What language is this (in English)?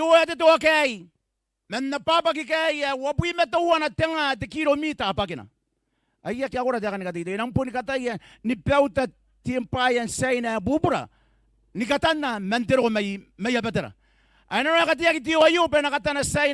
Gilbertese